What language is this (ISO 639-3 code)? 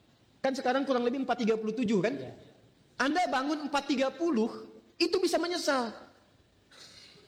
ind